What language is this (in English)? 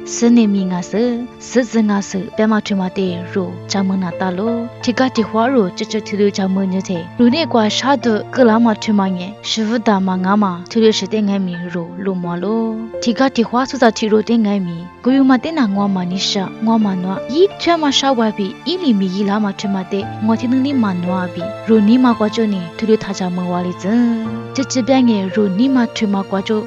Lisu